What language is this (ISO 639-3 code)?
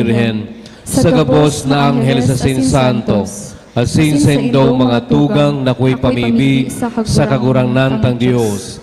bik